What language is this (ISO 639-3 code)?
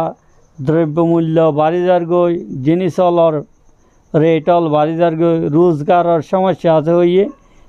rhg